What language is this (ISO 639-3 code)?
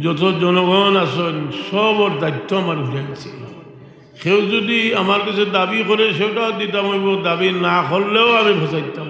syl